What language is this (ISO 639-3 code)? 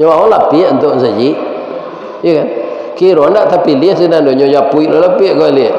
min